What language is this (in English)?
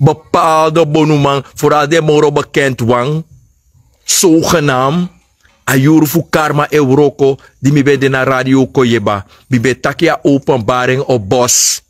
Sranan Tongo